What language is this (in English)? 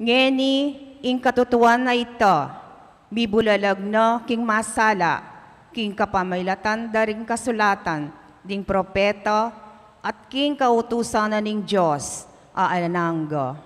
Pampanga